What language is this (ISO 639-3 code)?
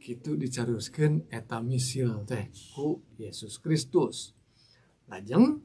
sun